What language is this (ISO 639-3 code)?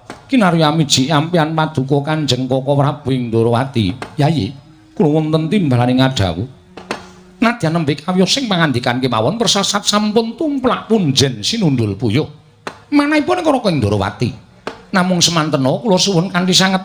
jav